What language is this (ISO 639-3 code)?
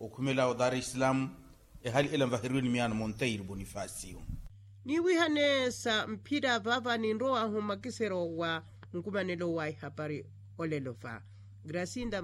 vmw